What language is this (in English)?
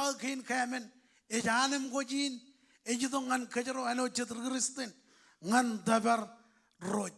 Marshallese